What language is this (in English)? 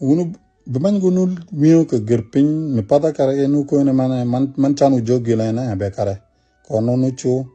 Nuer